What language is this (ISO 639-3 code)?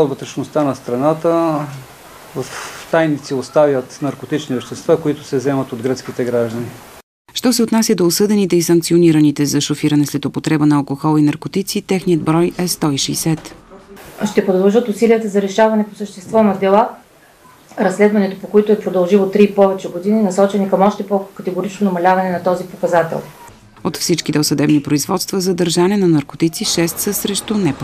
bul